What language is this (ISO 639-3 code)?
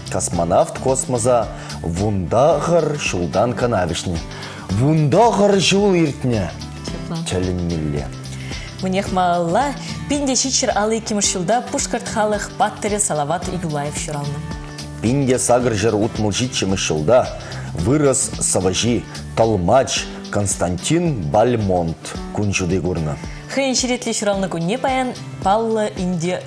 chv